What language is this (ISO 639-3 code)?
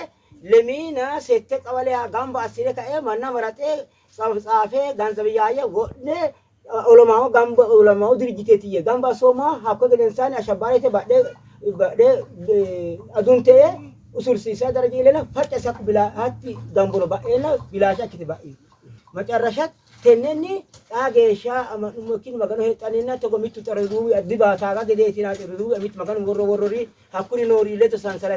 sid